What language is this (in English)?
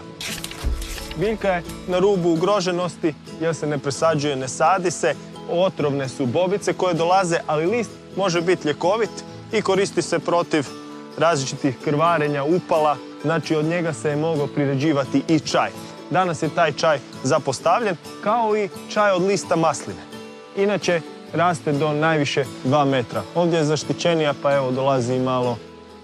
Croatian